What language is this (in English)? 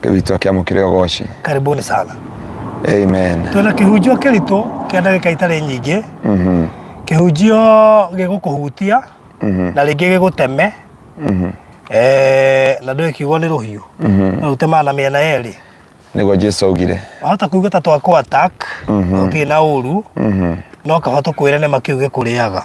Kikuyu